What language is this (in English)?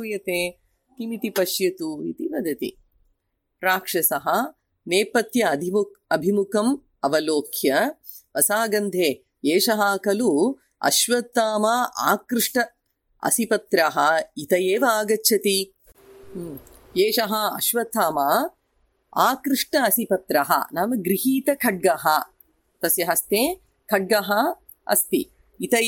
Sanskrit